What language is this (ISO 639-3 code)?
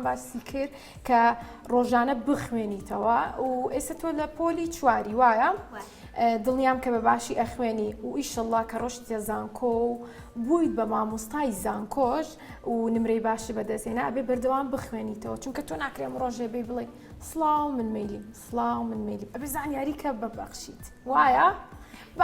ckb